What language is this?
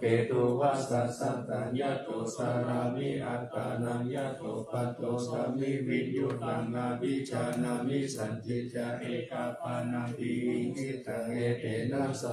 Pali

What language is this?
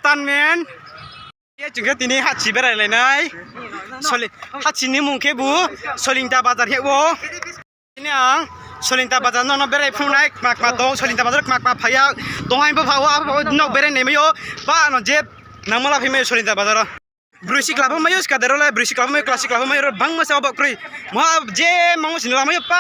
Riang (India)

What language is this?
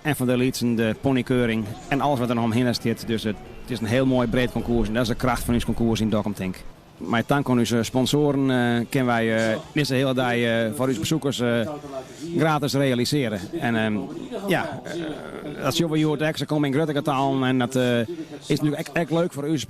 Western Frisian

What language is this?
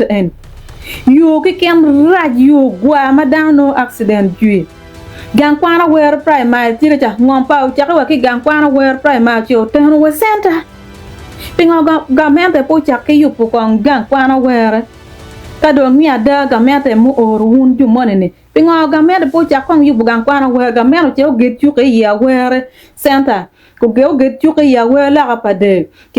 Acoli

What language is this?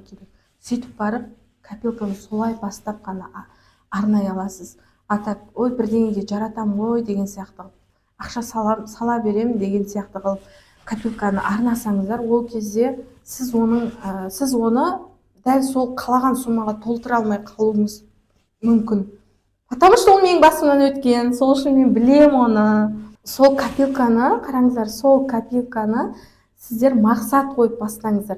Kazakh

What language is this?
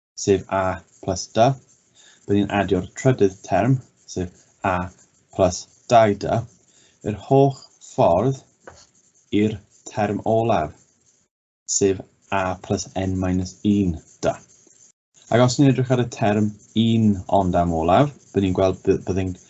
Welsh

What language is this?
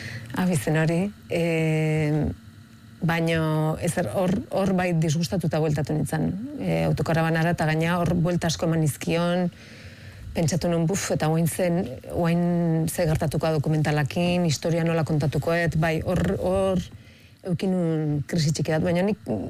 Basque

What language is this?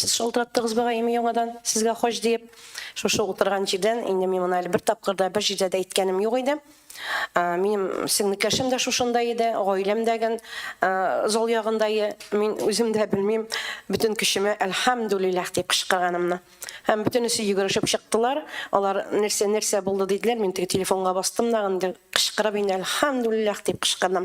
Tatar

